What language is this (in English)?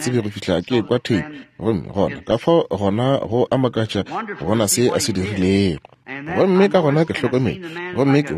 Northern Sotho